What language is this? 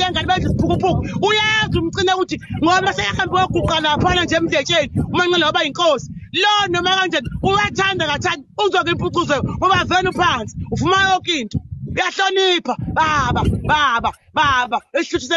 Zulu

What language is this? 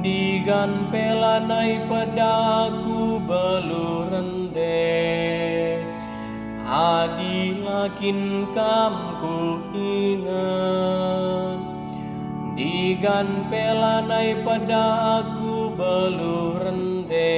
Batak Karo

